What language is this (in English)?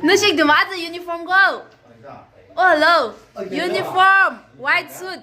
Tangkhul Naga (India)